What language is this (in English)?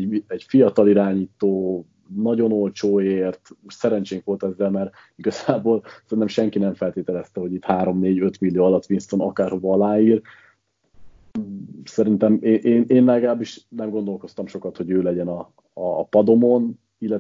Hungarian